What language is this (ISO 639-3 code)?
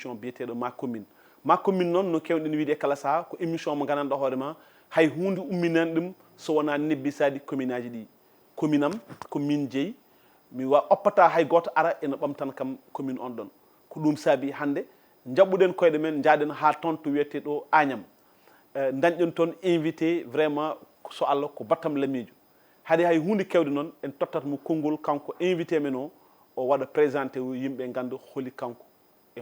ful